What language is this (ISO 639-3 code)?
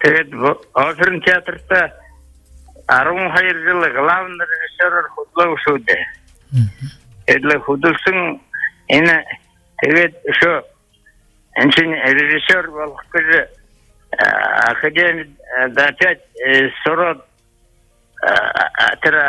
bua